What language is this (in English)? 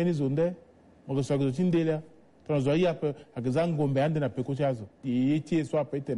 Sango